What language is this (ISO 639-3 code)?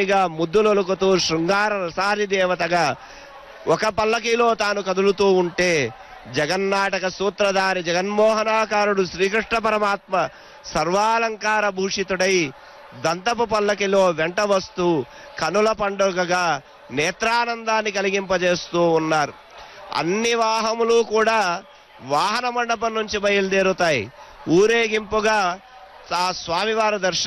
tel